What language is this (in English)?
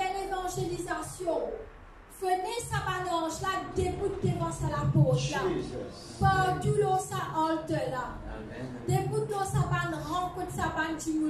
Morisyen